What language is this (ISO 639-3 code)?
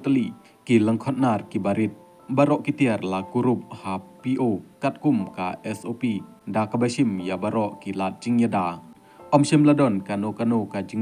kha